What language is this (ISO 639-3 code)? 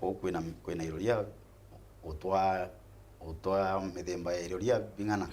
mer